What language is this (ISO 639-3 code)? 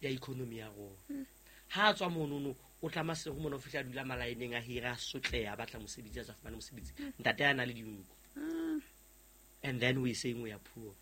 sot